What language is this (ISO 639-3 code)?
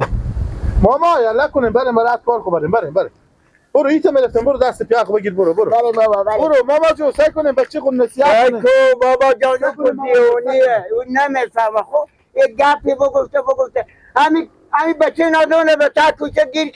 fas